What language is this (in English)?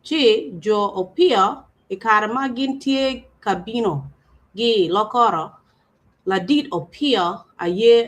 Acoli